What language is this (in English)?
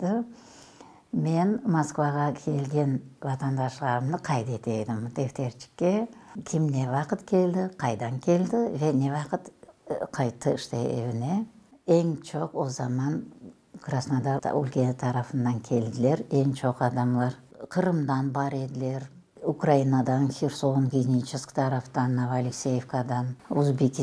Crimean Tatar